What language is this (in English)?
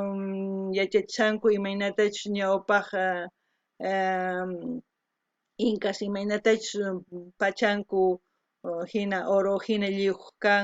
South Bolivian Quechua